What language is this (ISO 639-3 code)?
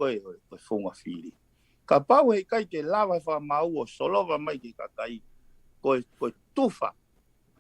ton